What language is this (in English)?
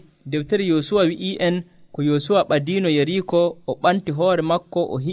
Nigerian Fulfulde